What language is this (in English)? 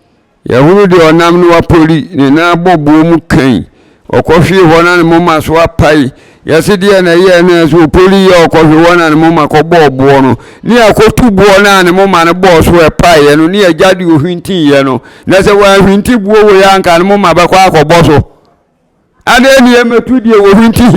Akan